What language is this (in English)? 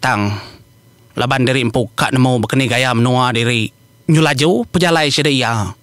Iban